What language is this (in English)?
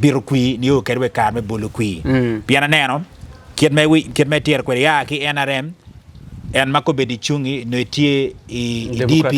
Acoli